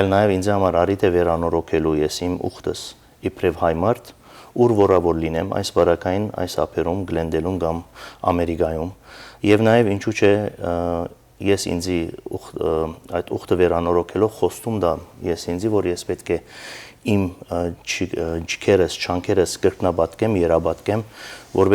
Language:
Western Armenian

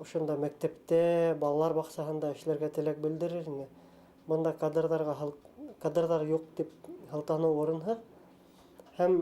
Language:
Bashkir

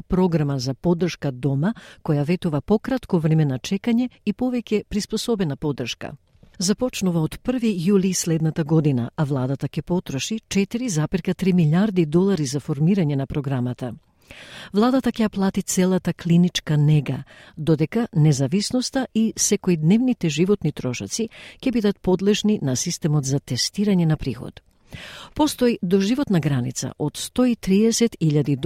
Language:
Macedonian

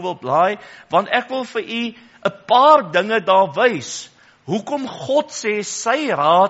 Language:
Afrikaans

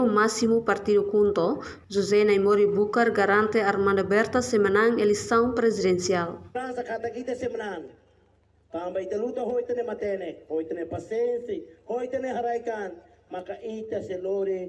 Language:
Tetum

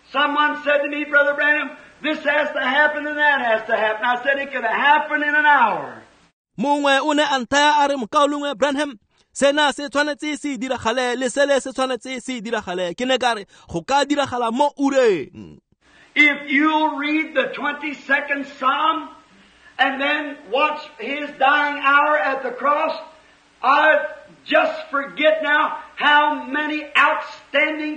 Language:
Tswana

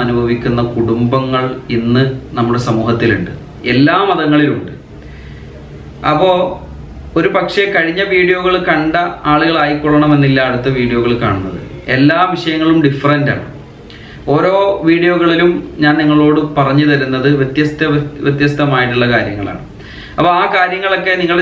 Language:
Malayalam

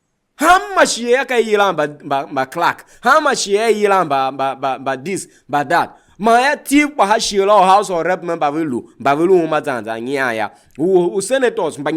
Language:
Tiv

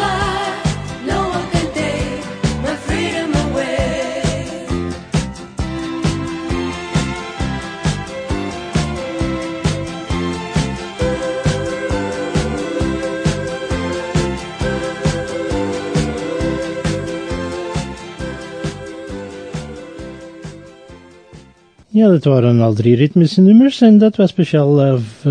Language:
Dutch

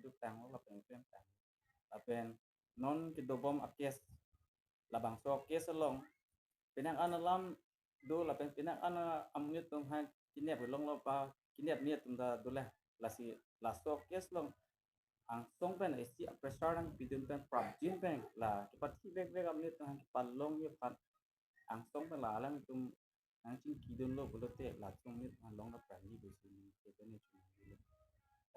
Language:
Karbi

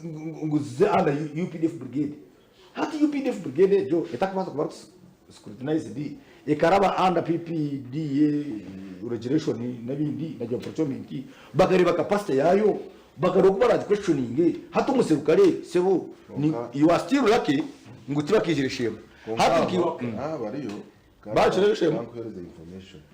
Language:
Nyankole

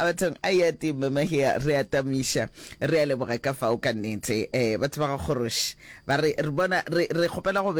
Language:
Northern Sotho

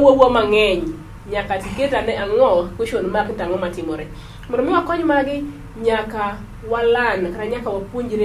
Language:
Luo (Kenya and Tanzania)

